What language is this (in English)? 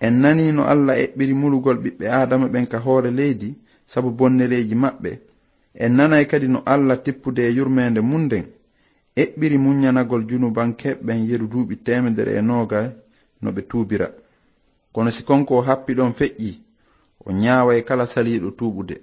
Fula